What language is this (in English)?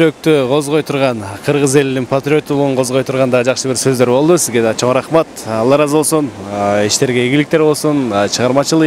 Kyrgyz